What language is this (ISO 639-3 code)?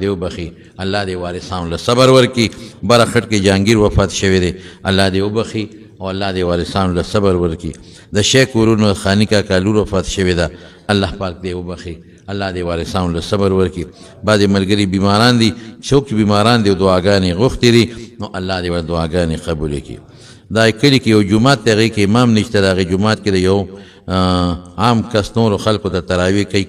pus